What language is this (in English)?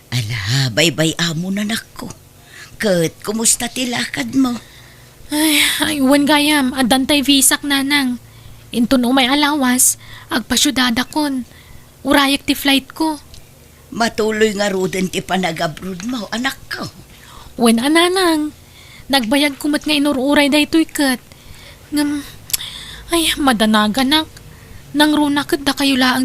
Iloko